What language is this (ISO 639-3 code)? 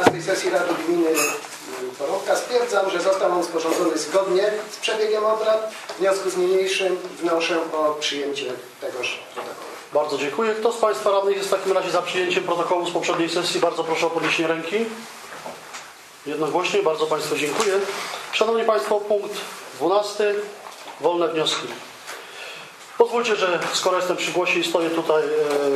pol